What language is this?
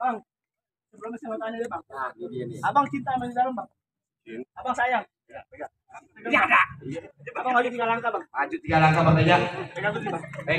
Betawi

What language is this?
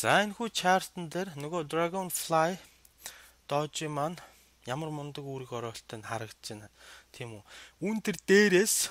Mongolian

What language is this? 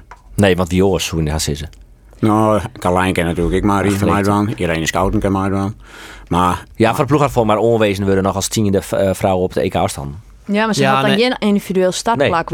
Western Frisian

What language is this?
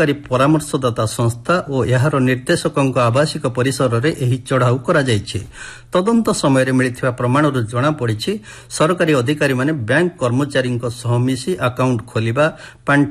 Odia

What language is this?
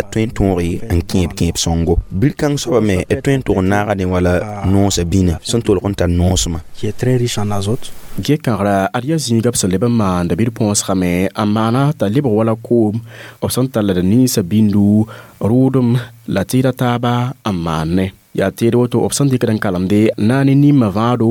Mossi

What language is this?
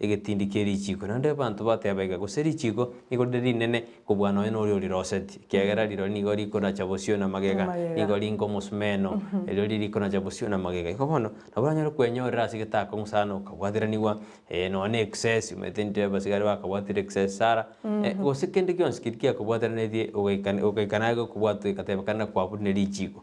Gusii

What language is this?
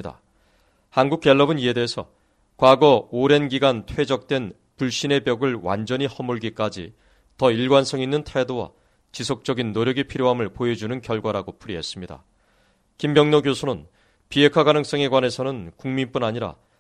Korean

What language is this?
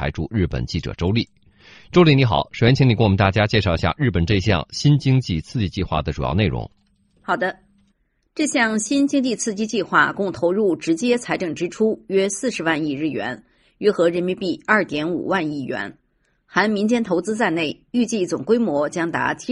Chinese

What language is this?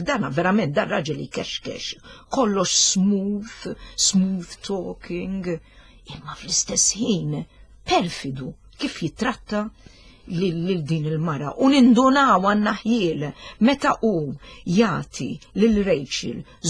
Maltese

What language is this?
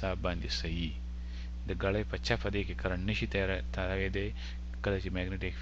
Pashto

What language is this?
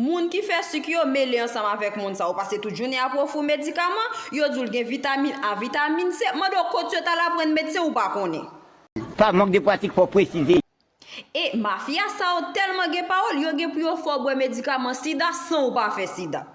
Haitian Creole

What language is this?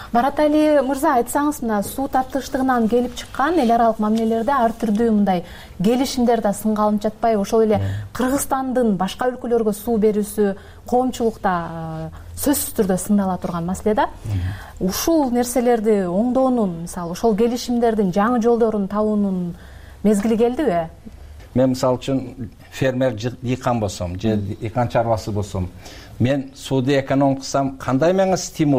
Kyrgyz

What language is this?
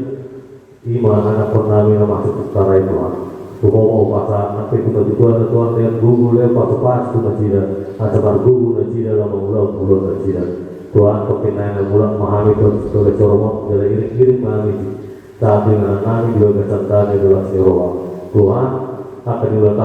Batak Toba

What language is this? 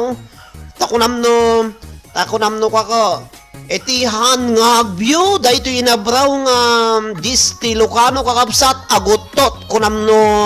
Iloko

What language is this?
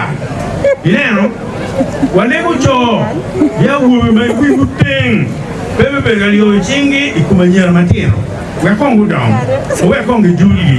Acoli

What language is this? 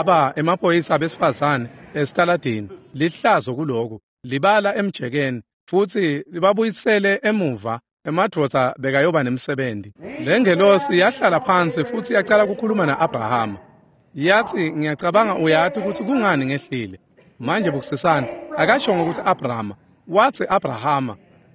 Swati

